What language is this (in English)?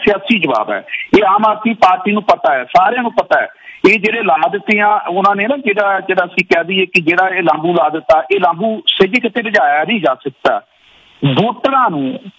Punjabi